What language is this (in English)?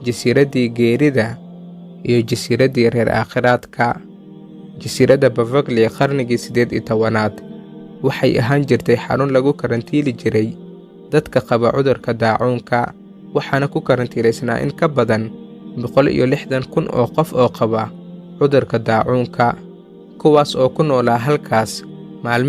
Somali